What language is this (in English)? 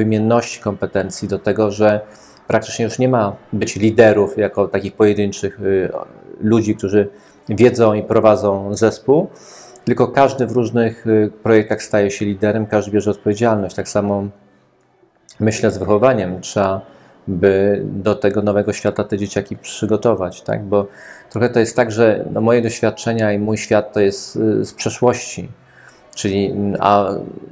Polish